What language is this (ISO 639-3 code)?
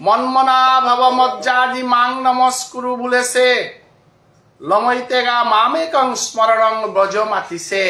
bpy